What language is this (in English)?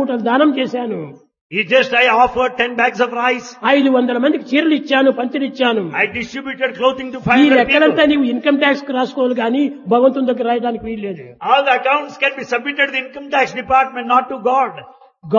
Telugu